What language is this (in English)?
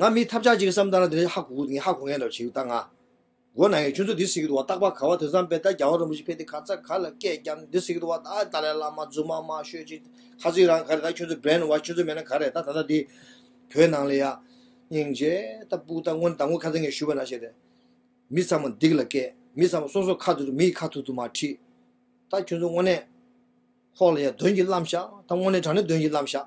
Tibetan